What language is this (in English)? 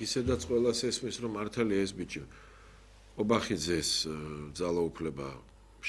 Georgian